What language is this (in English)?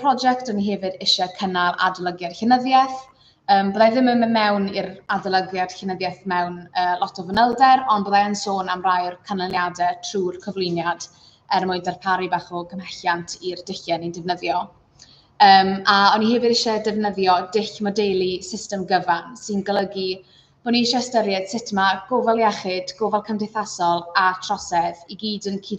Welsh